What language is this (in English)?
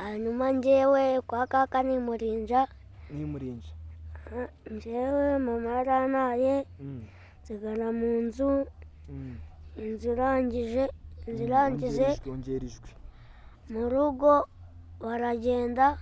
Kinyarwanda